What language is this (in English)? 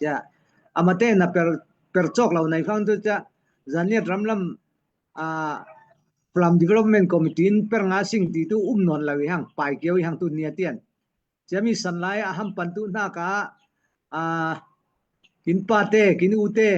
Falam Chin